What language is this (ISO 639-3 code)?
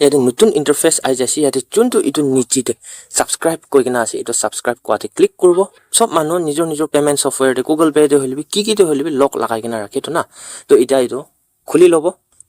nag